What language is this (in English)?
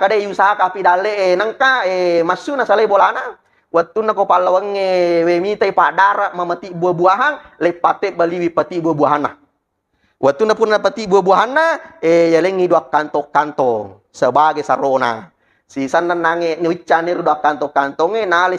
Buginese